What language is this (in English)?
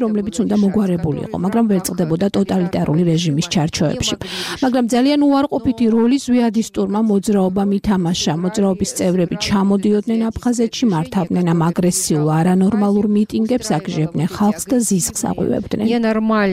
Georgian